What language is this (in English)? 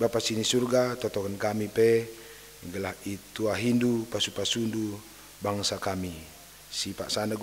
Batak Karo